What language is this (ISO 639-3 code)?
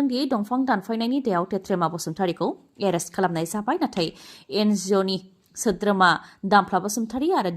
brx